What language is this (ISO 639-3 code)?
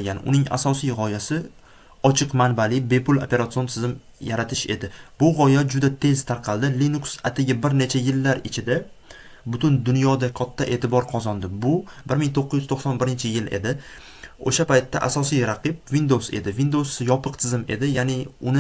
uzb